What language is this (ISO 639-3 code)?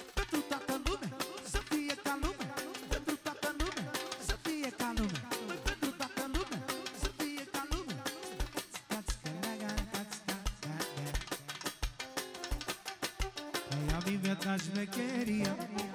ron